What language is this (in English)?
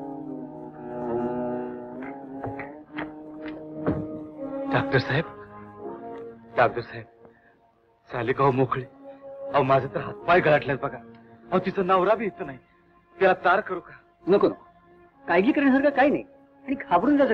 Marathi